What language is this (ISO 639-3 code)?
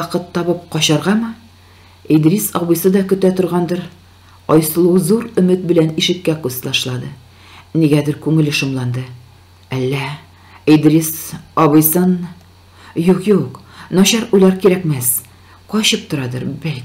tat